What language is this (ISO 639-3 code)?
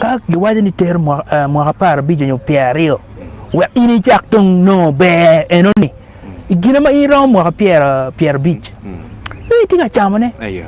ach